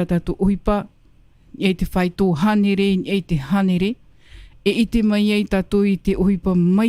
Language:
Tahitian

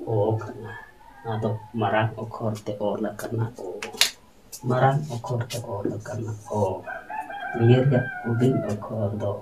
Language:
Santali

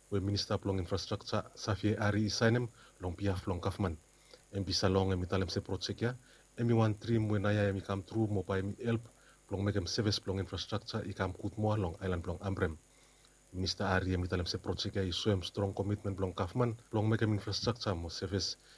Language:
Bislama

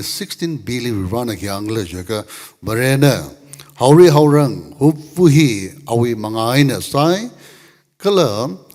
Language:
Tangkhul Naga (India)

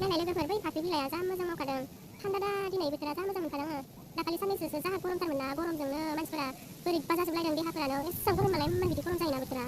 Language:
Bodo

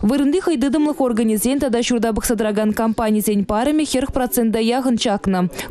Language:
Chuvash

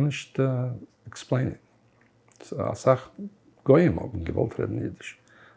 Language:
Yiddish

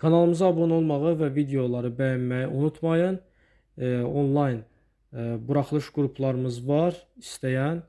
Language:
Azerbaijani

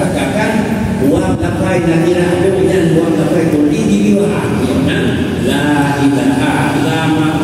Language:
Achinese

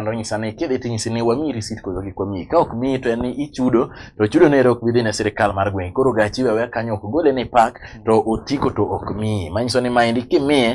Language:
Luo (Kenya and Tanzania)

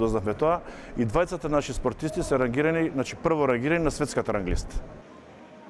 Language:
Macedonian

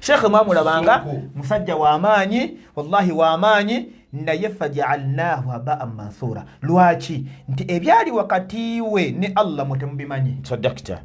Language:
Ganda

